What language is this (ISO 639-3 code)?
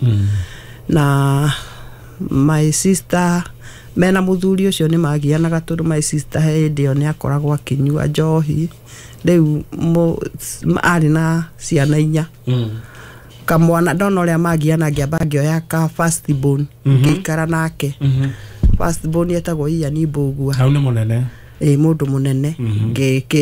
kik